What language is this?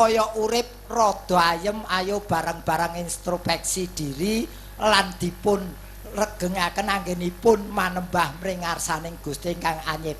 Javanese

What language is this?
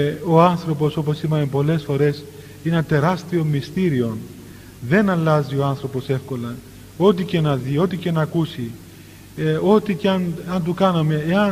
Greek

